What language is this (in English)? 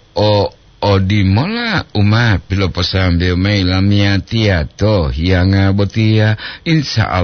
Gorontalo